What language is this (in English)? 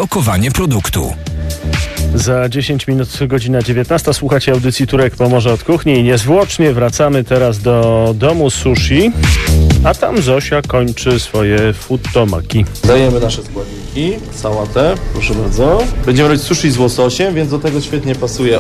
Polish